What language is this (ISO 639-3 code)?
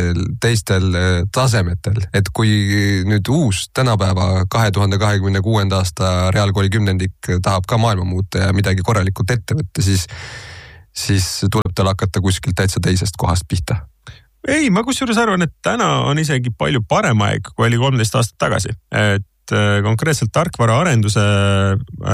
est